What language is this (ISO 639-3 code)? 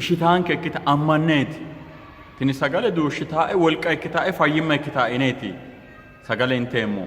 sid